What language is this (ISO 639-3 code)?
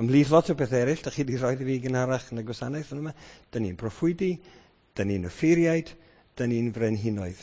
cym